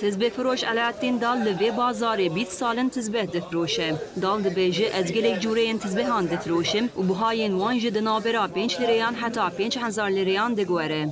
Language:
Kurdish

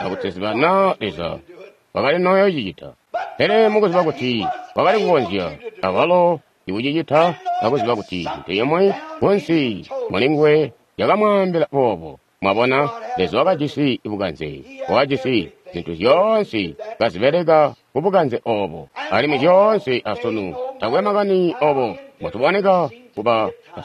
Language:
Tonga (Zambia)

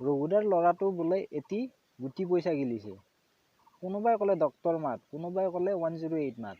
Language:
Assamese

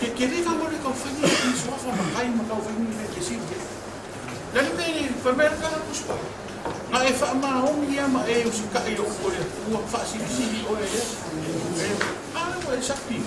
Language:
Samoan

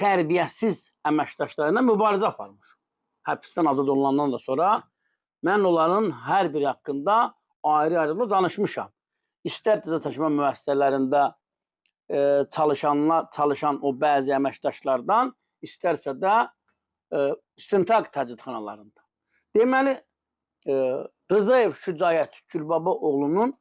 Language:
Azerbaijani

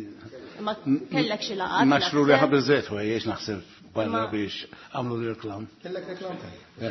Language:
Maltese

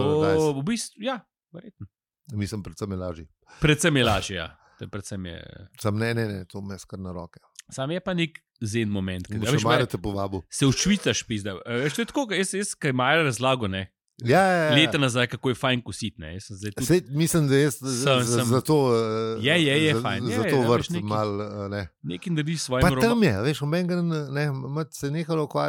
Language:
Slovenian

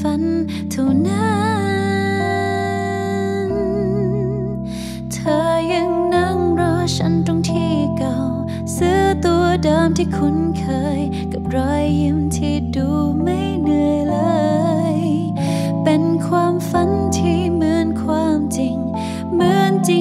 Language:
Thai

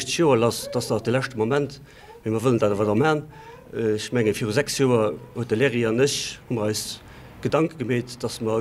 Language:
Luxembourgish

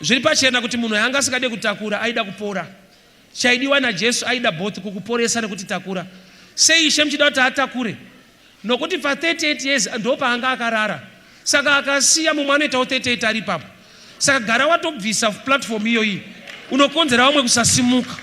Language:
Shona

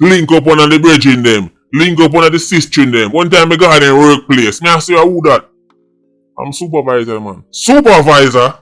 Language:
Jamaican Creole English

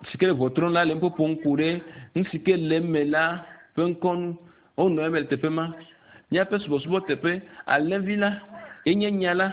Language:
Ewe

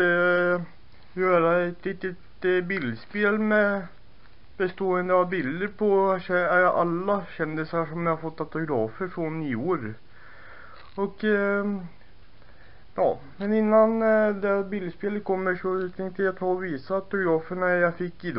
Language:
Swedish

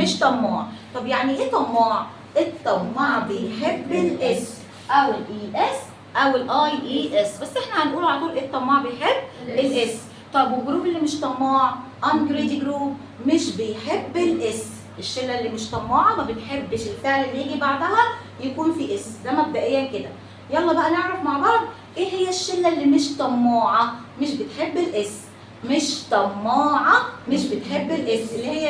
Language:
Egyptian Arabic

